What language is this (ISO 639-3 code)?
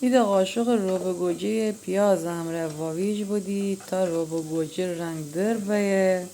glk